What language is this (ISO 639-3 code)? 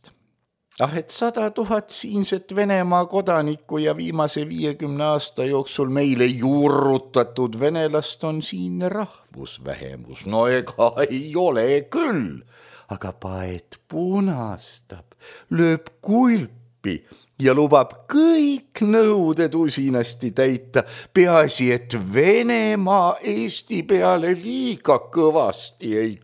est